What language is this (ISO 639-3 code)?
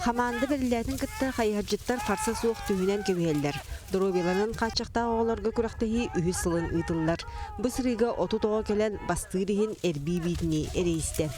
sah